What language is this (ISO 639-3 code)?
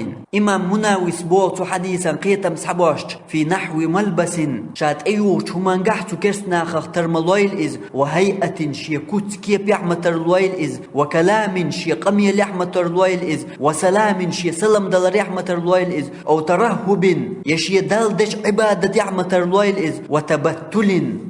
che